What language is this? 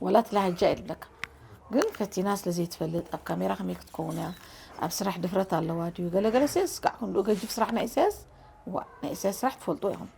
Tigrinya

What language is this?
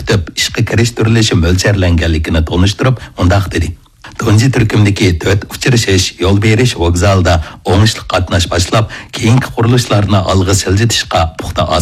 Uyghur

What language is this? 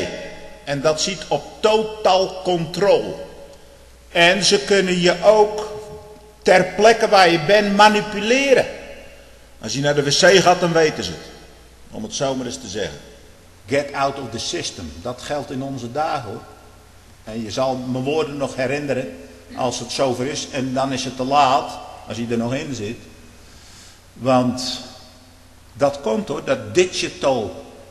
Dutch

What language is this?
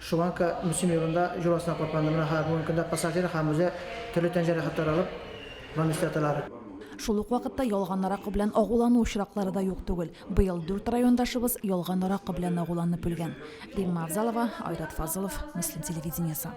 Tatar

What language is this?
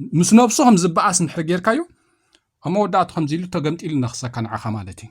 Tigrinya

